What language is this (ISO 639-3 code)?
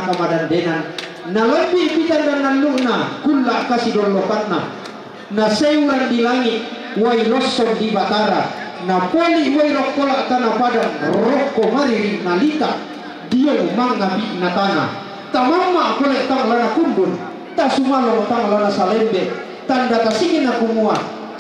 sda